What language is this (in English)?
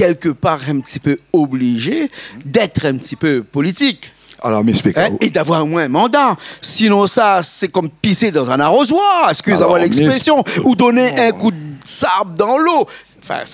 Réunion Creole French